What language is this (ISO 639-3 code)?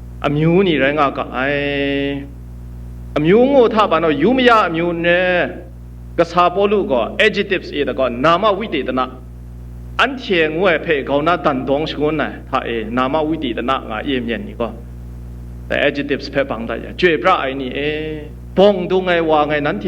kac